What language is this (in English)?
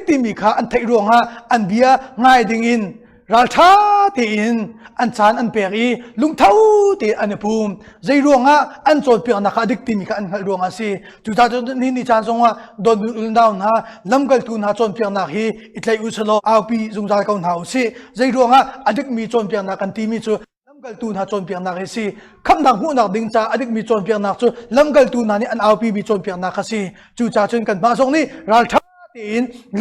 Hakha Chin